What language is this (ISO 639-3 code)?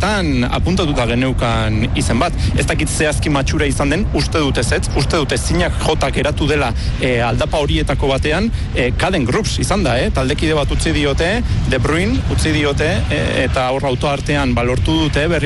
eus